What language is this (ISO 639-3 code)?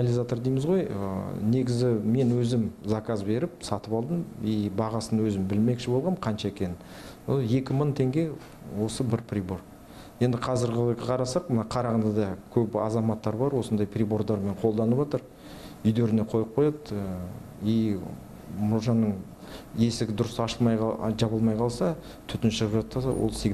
kaz